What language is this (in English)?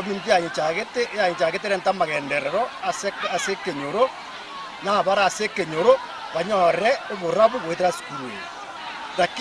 Gusii